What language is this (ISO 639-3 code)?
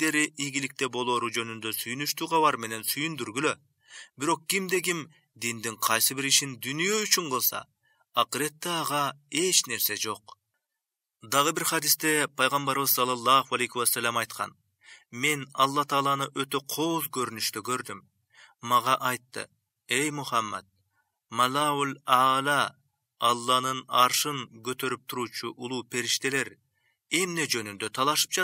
kir